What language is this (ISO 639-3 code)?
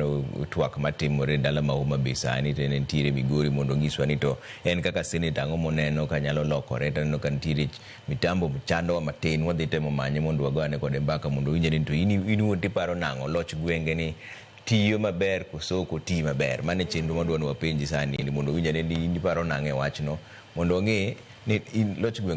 luo